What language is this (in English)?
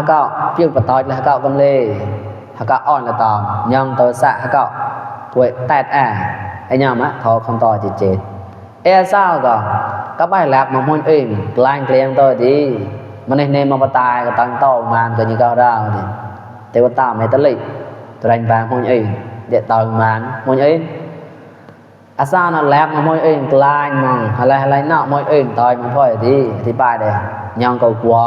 Mon